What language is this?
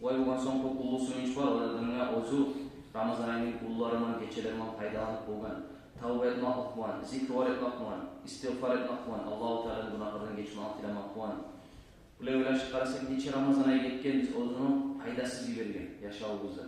Kumyk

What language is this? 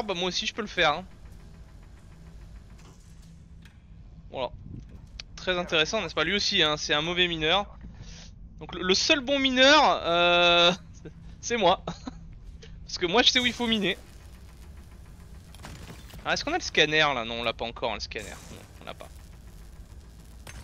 French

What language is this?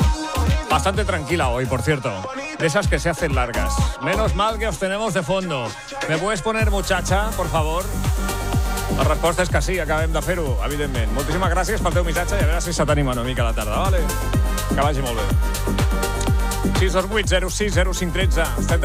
Catalan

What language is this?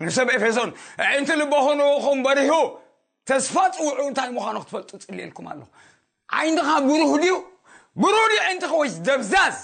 Tigrinya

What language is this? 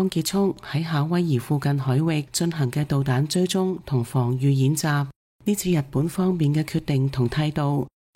Cantonese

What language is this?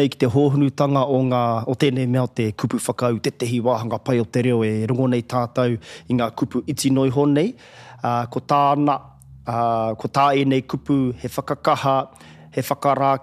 Māori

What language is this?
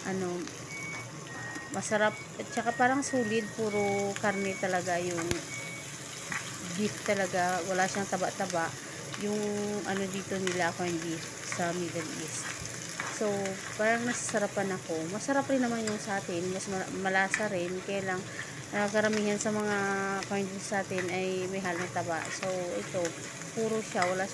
Filipino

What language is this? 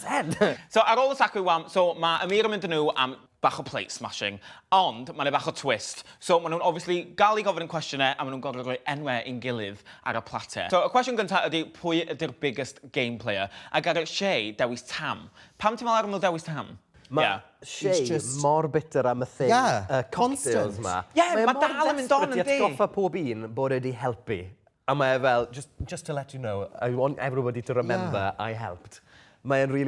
Welsh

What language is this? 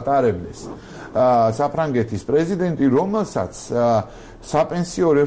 Georgian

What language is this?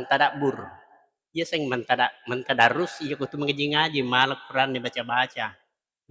Buginese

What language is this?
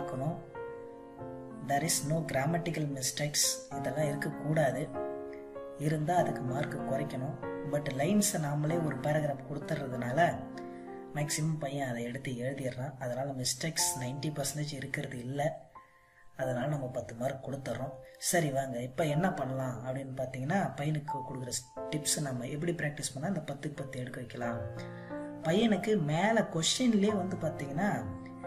Tamil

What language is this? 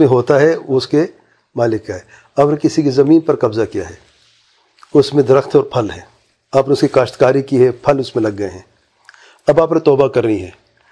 Urdu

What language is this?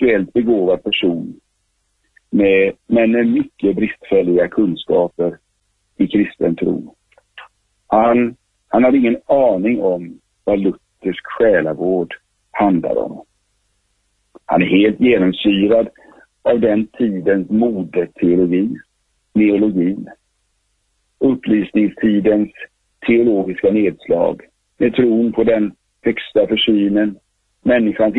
Swedish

